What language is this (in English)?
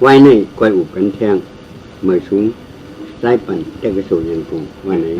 Shan